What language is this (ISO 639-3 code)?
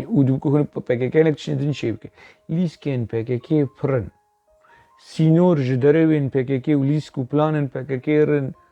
kur